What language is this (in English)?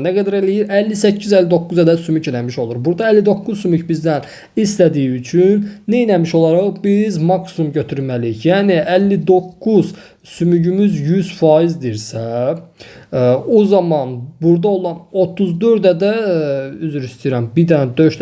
Azerbaijani